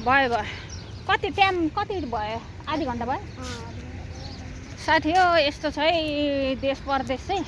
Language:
Nepali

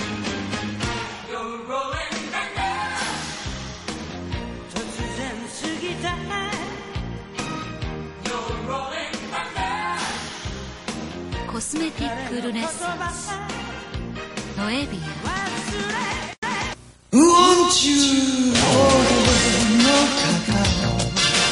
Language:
Japanese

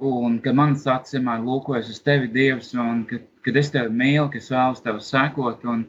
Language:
Latvian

